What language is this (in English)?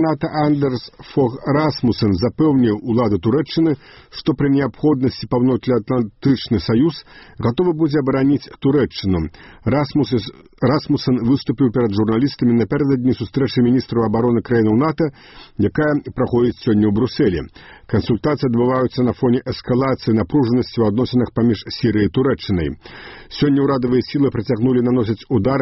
Belarusian